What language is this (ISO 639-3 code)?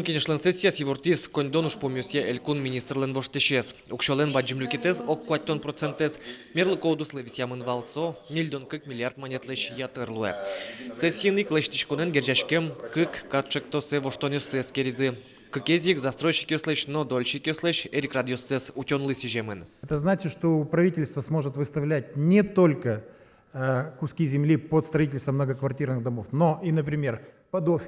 udm